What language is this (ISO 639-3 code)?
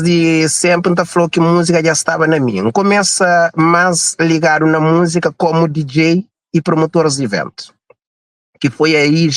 kea